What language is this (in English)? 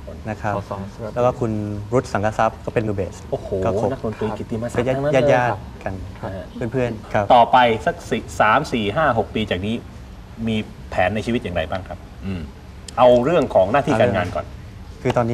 Thai